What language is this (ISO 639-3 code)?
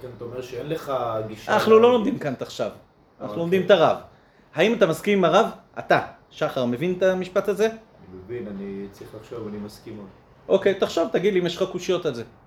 heb